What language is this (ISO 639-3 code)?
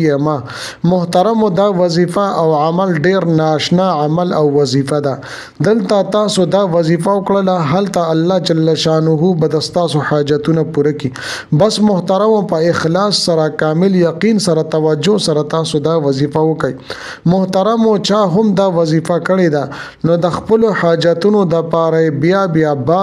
pus